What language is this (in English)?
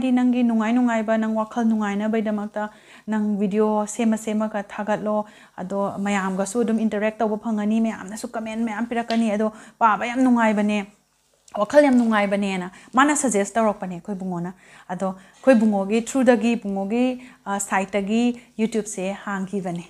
Manipuri